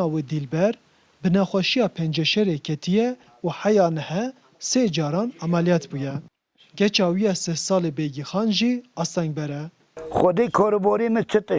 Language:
Kurdish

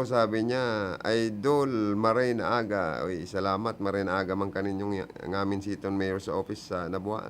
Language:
Bikol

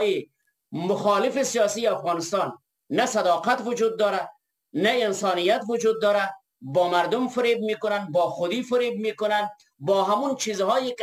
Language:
Persian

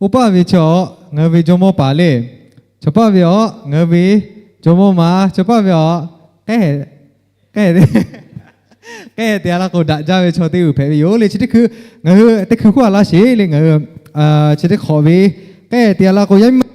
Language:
Lahu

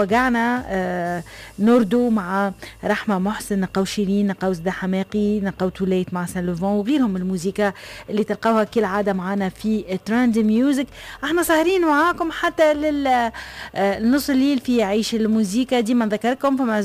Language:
Tunisian Arabic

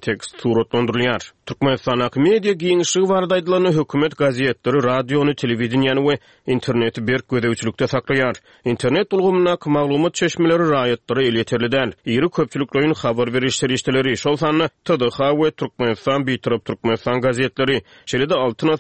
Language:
Turkmen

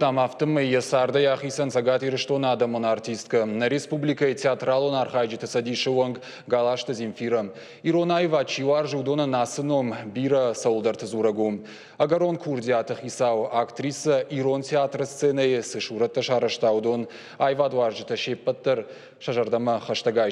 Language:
Ossetic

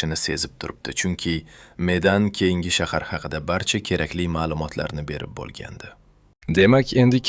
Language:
Uzbek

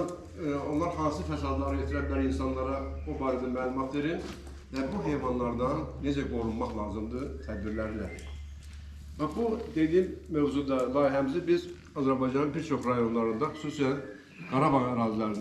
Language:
Azerbaijani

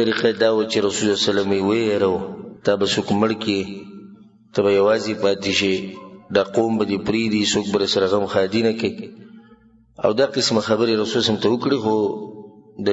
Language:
Pashto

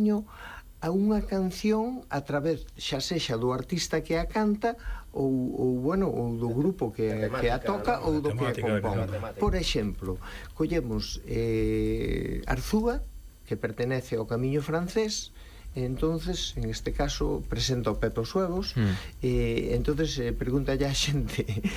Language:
Galician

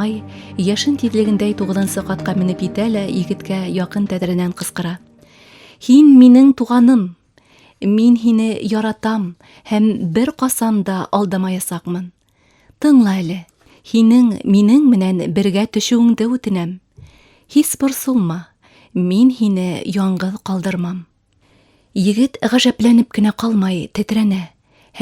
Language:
Bashkir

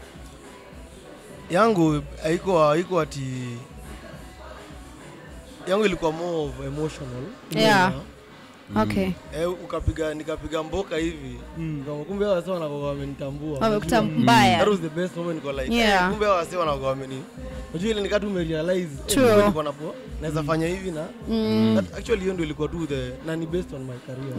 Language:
Swahili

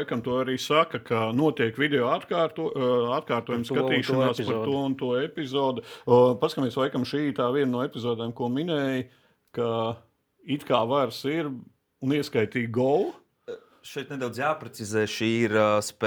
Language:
Latvian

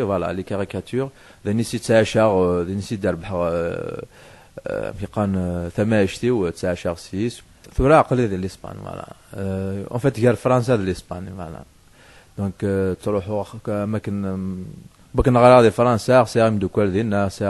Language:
Kabyle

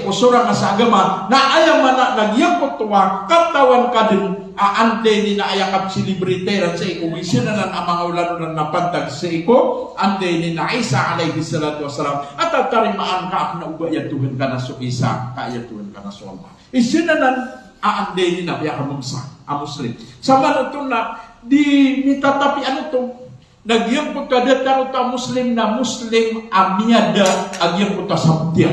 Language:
Maranao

